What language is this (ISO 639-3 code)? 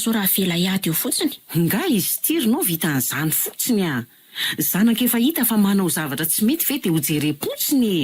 mlg